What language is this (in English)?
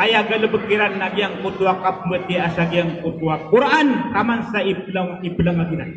Maranao